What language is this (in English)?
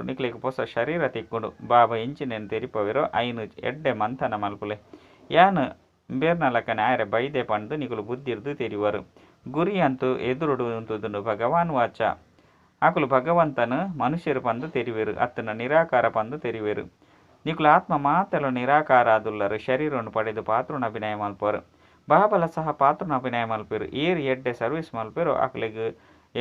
Tulu